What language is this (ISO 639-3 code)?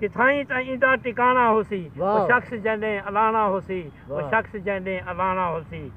skr